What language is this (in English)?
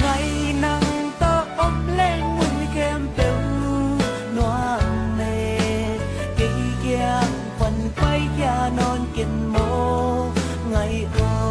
Tedim Chin